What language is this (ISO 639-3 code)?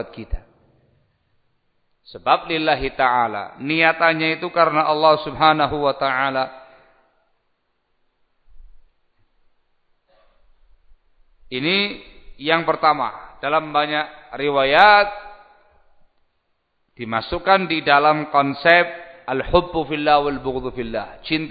ind